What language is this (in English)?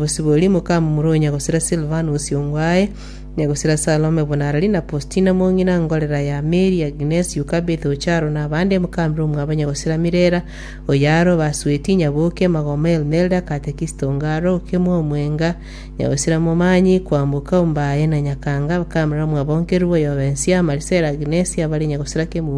Gusii